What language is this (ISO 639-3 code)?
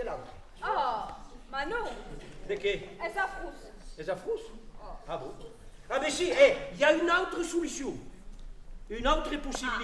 oci